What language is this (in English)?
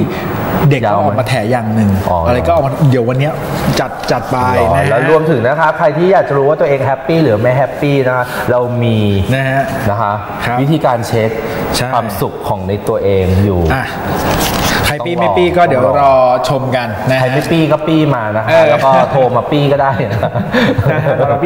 Thai